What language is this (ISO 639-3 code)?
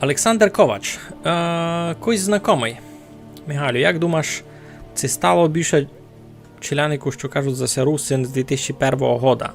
rue